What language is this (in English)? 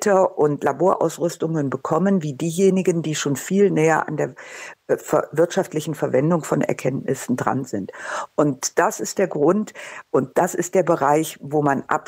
German